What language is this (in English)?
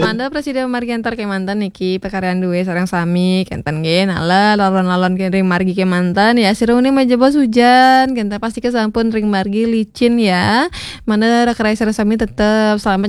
Balinese